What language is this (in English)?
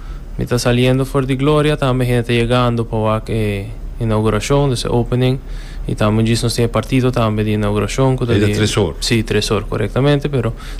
Papiamento